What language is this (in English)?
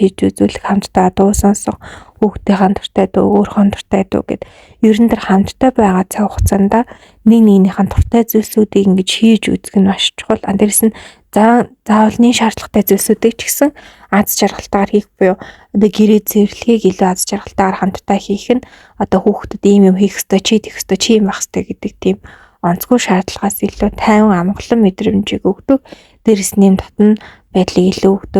Mongolian